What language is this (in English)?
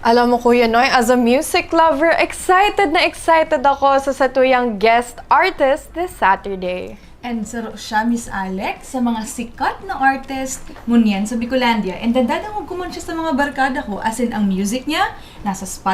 Bikol